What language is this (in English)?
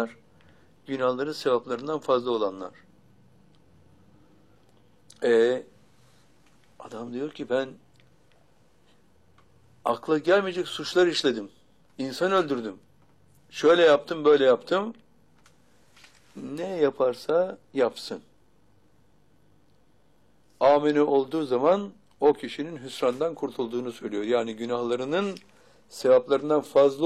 Turkish